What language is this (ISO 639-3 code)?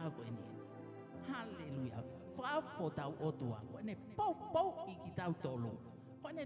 ton